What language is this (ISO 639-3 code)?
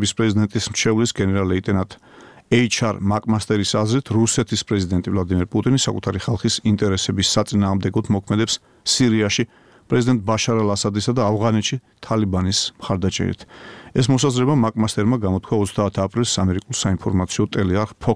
kat